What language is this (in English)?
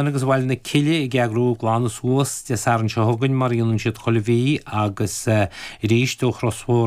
Irish